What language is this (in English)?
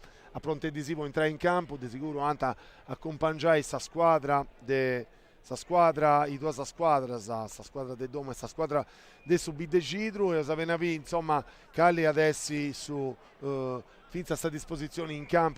Sardinian